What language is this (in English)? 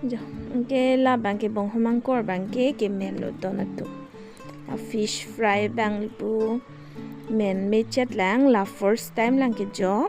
Karbi